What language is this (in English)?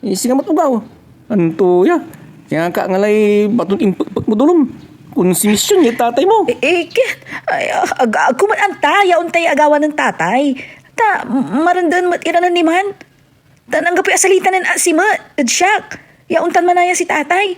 Pangasinan